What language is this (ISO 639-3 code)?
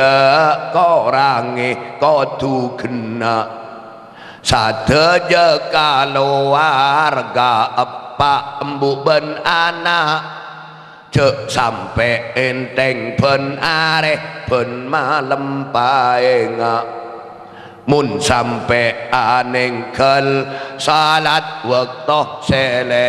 mad